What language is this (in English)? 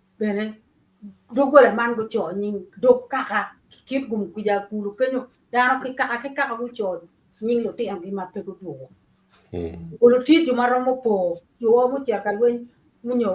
Acoli